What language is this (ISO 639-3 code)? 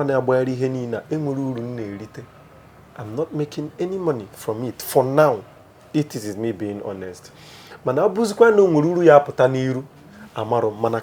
ibo